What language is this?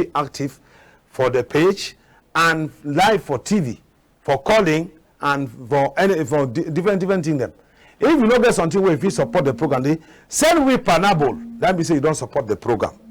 Cameroon Pidgin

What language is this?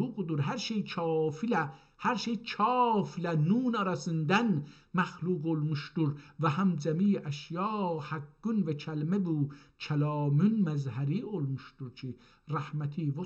South Azerbaijani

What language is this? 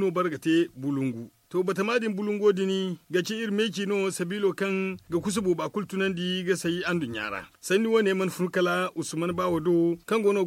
Zarma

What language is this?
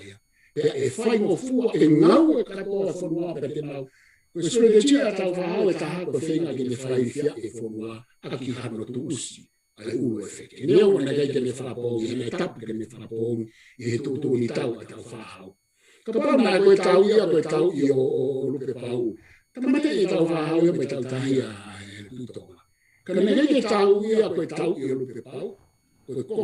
Tongan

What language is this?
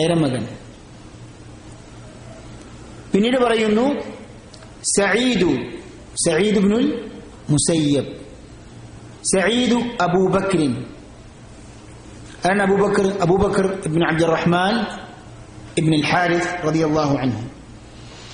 Malayalam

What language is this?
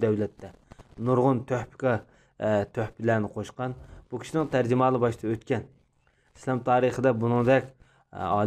Uyghur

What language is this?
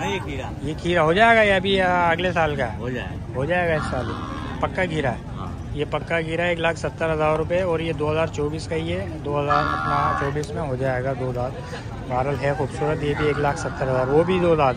Hindi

